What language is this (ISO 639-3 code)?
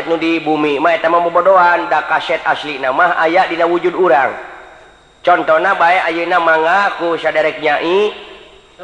sun